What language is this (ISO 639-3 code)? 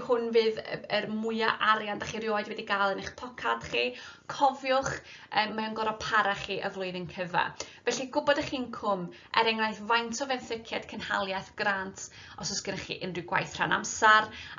cym